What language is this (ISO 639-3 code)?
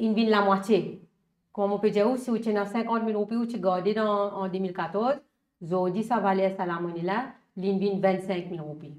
mfe